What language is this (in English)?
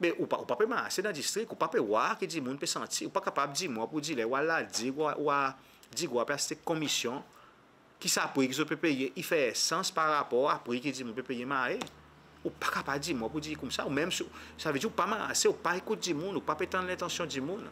Seselwa Creole French